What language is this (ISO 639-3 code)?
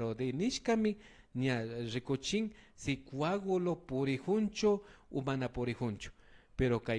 qvi